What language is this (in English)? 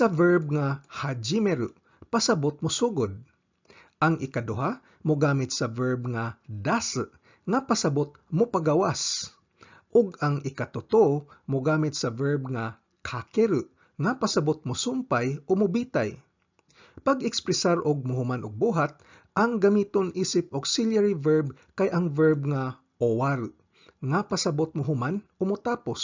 Cebuano